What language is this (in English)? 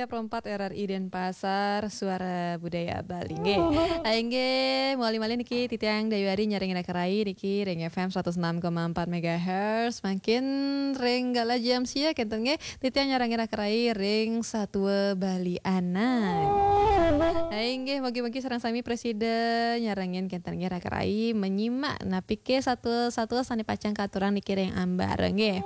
Balinese